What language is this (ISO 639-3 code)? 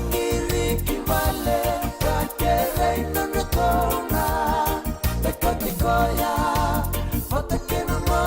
fij